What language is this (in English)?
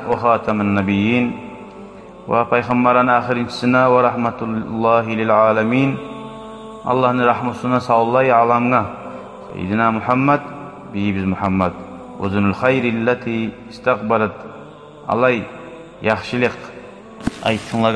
Kumyk